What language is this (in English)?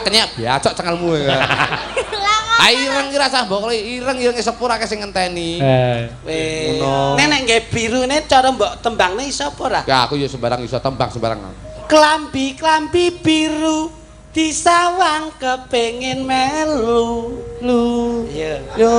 Javanese